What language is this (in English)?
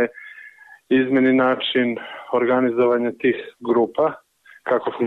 Serbian